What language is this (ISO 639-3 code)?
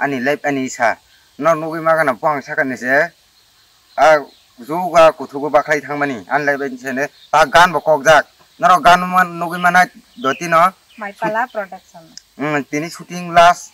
trp